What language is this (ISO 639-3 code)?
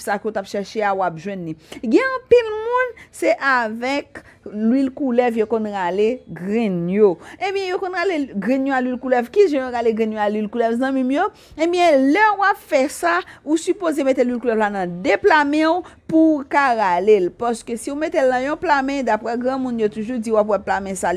hat